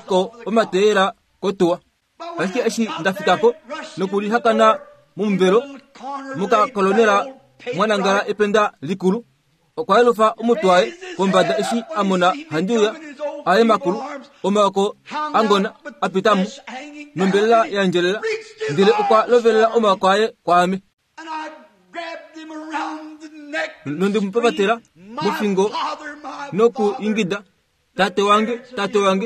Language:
Kuanyama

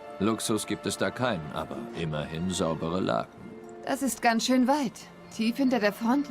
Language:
Swiss German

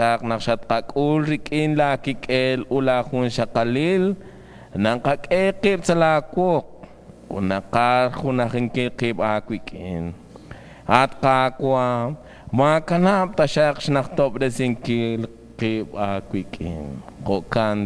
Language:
Kekchí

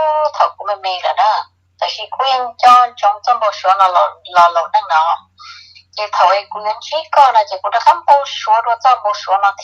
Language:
Hmong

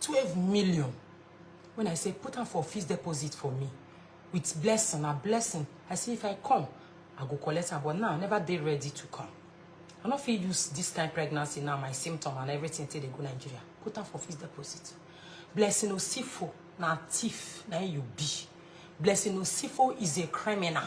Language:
Nigerian Pidgin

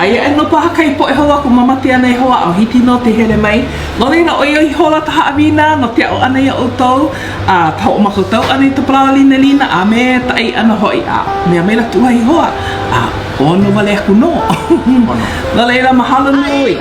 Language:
Hawaiian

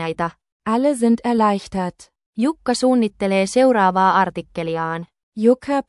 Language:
Finnish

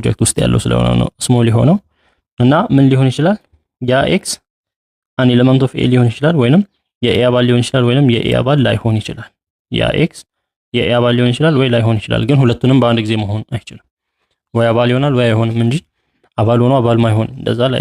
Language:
Amharic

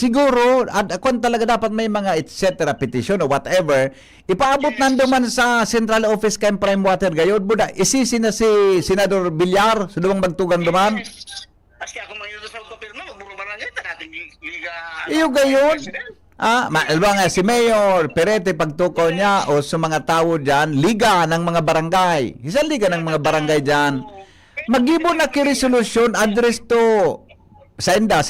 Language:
Bikol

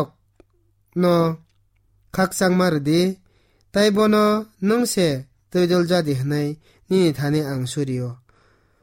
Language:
Kok Borok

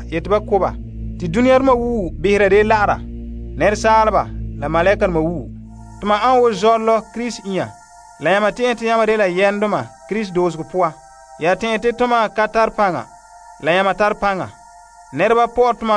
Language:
Frafra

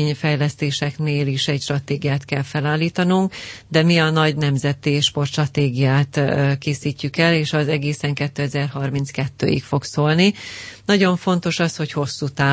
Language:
Hungarian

